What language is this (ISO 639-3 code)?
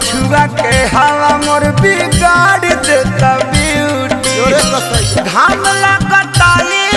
bho